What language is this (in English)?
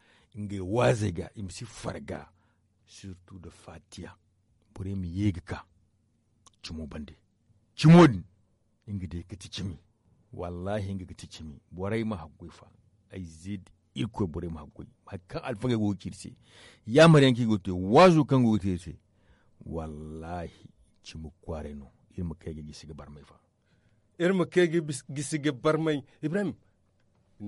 Zarma